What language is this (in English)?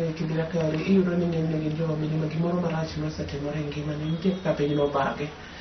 Luo (Kenya and Tanzania)